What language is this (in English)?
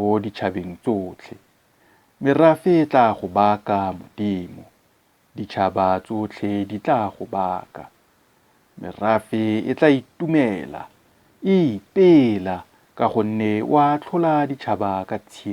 Tswana